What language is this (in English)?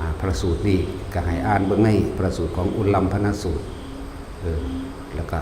Lao